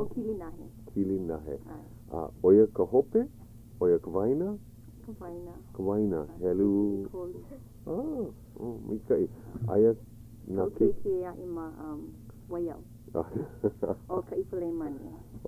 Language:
Hawaiian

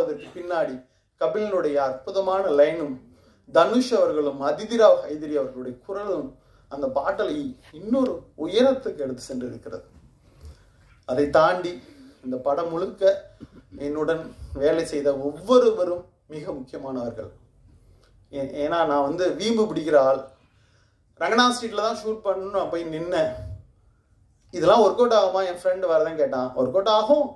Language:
Tamil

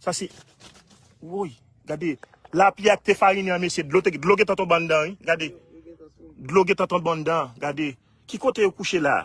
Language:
Haitian Creole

